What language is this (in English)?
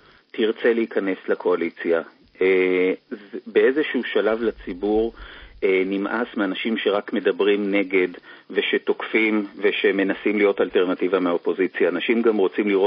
Hebrew